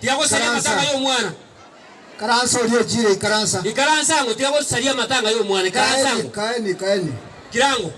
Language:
Gusii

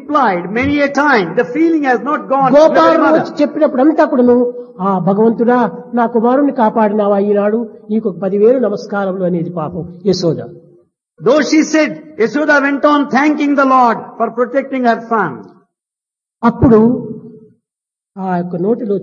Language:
Telugu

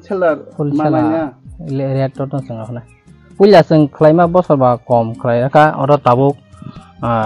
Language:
Kok Borok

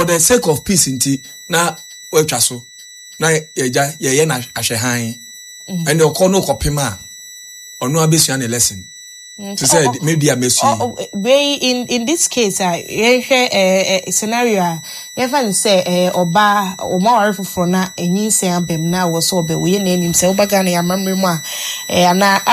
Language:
Akan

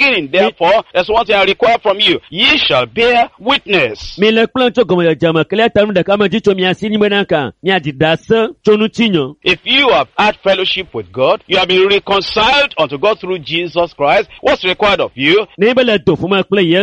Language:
Ewe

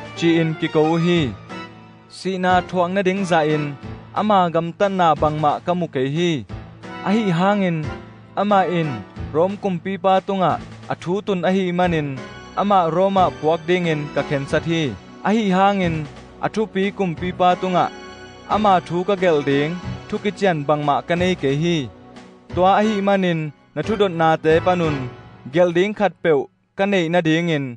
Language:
Tedim Chin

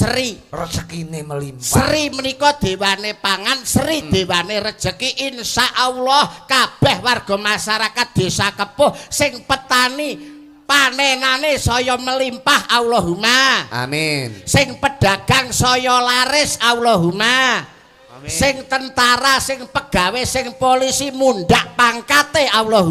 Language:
Javanese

